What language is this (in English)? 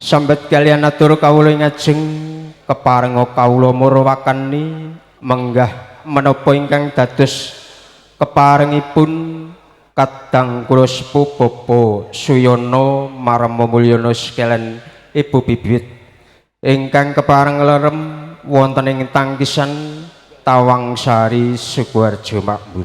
Javanese